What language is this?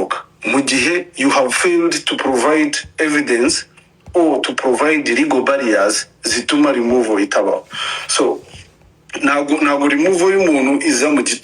Kinyarwanda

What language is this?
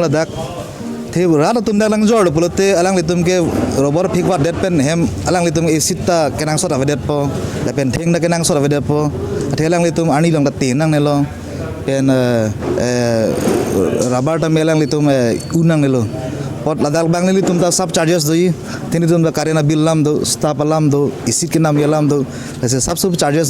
Karbi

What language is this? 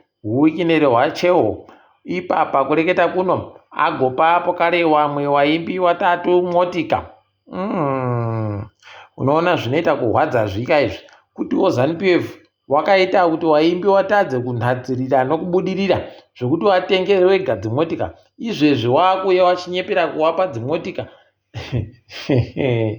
Ndau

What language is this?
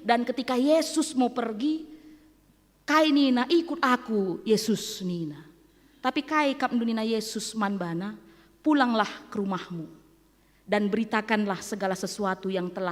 Batak Karo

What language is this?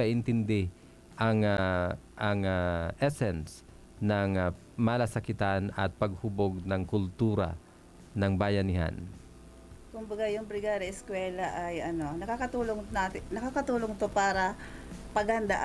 Filipino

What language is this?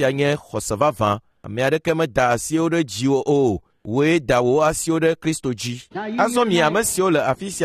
Ewe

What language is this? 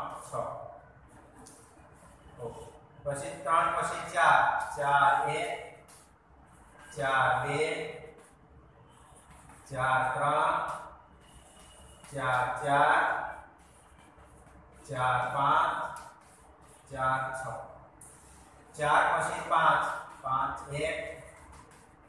Gujarati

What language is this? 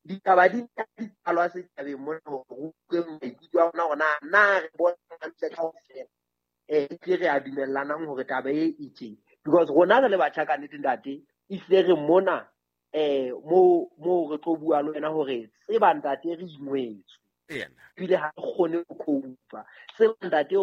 Southern Sotho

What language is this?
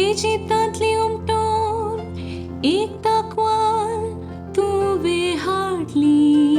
Konkani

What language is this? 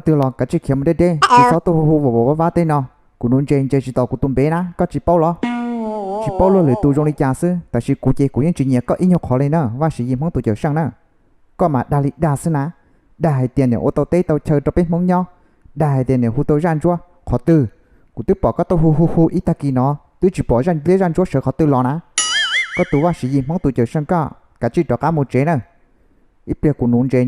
Hmong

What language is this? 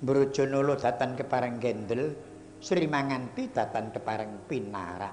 Javanese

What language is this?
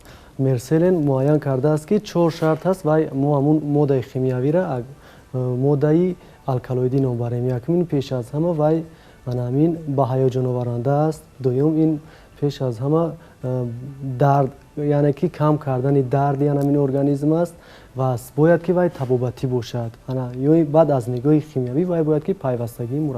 Tajik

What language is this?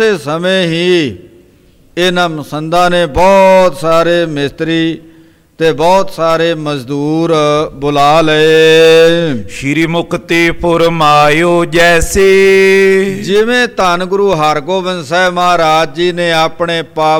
Punjabi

